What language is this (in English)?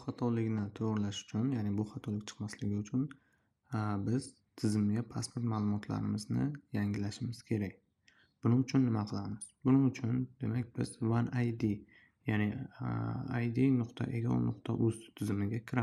Uzbek